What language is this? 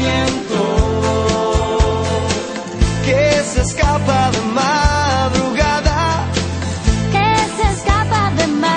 Spanish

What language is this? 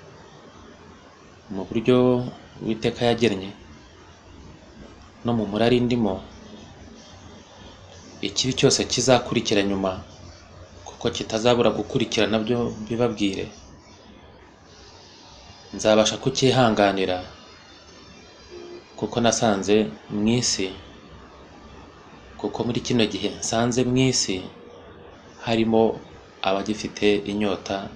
Kinyarwanda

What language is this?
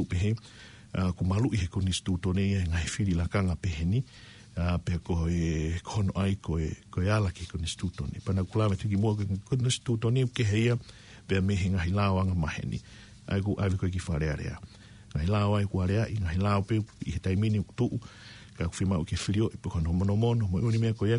Tongan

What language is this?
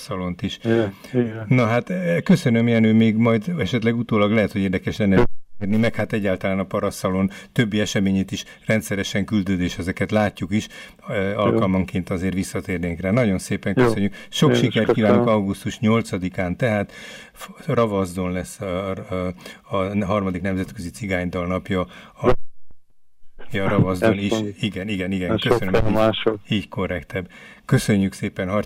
Hungarian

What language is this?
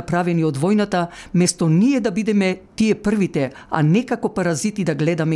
Macedonian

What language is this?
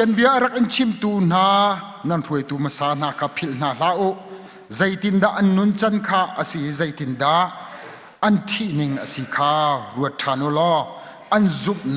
Hakha Chin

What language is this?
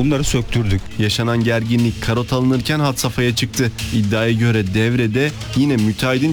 Turkish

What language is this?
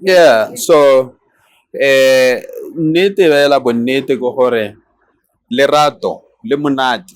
Tswana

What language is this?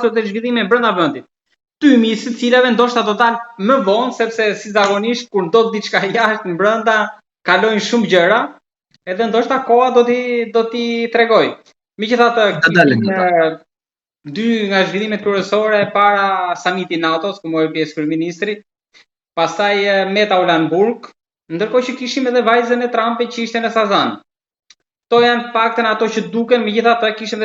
Albanian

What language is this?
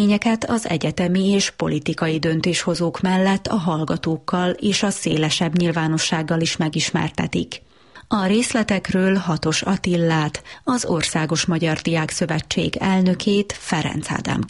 Hungarian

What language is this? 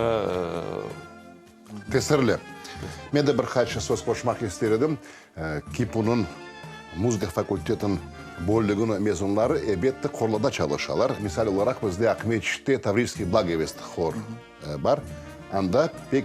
Crimean Tatar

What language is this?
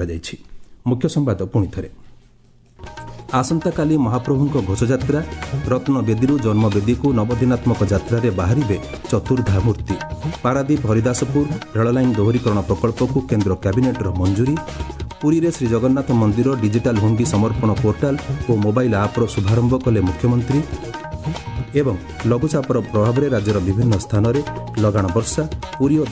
Odia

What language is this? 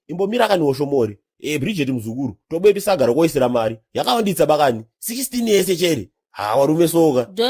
Shona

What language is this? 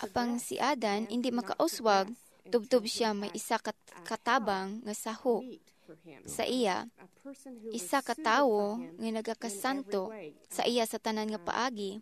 Hiligaynon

